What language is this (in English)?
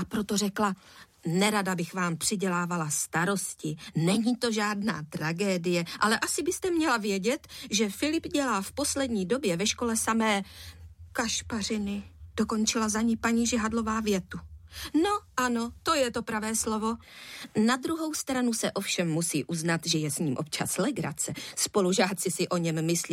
Czech